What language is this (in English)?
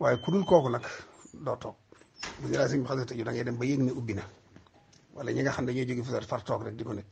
Wolof